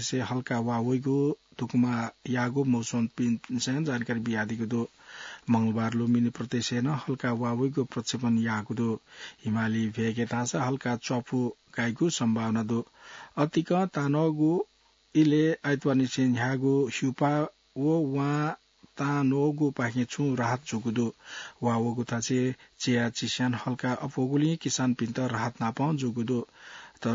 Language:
Newari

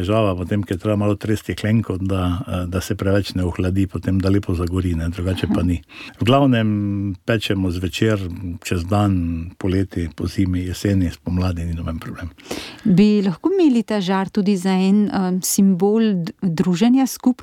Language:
Slovenian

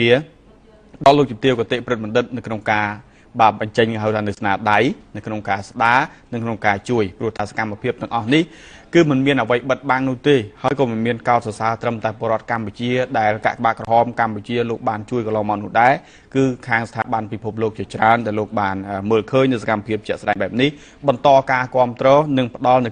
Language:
Khmer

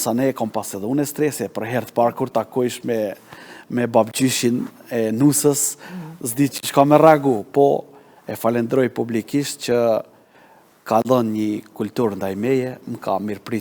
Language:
Albanian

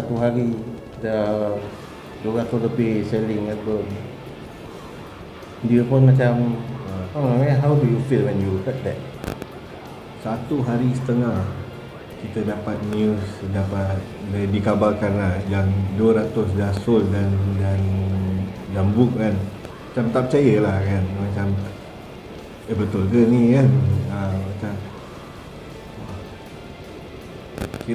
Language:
Malay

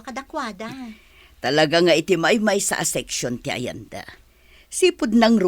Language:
Iloko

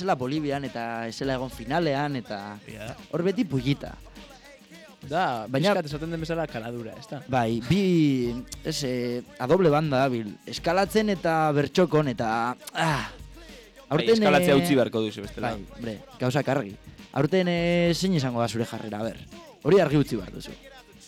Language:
Basque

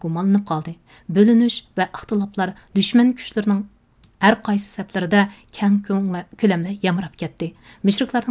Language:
Uyghur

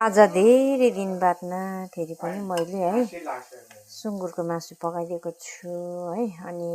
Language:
Nepali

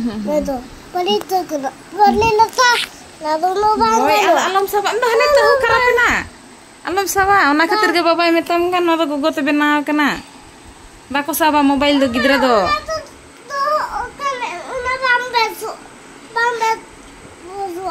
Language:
Santali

